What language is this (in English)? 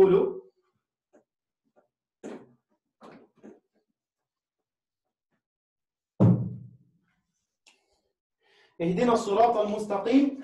Arabic